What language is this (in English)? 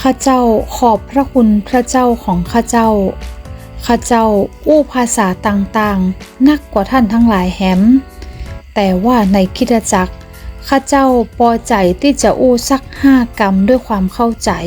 Northern Thai